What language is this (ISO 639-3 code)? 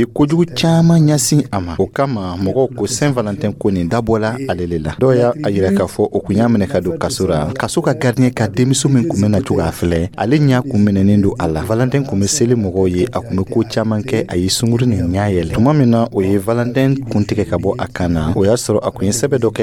dyu